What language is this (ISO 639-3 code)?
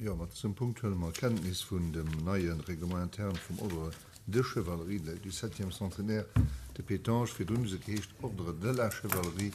ltz